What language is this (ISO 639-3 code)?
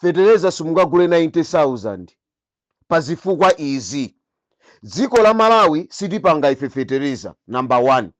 nya